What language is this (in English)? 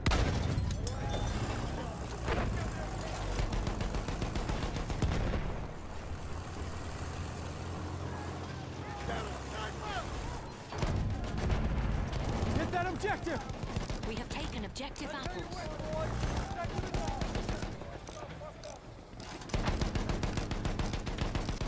English